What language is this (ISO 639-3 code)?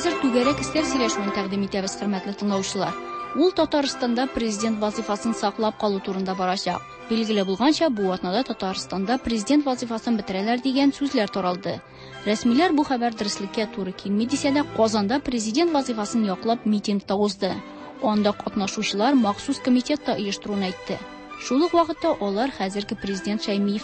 tat